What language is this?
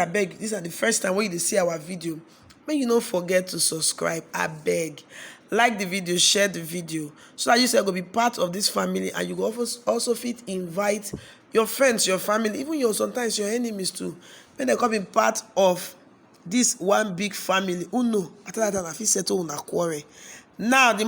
Nigerian Pidgin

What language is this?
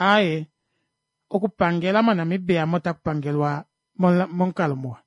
Kuanyama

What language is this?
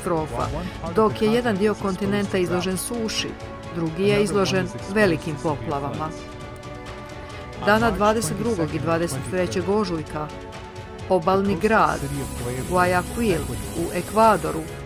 Croatian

